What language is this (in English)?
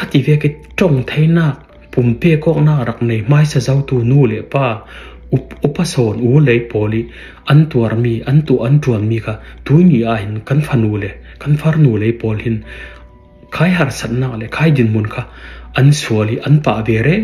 Falam Chin